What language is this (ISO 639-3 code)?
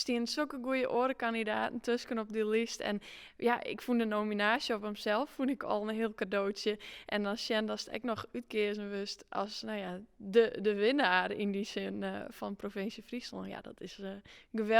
fry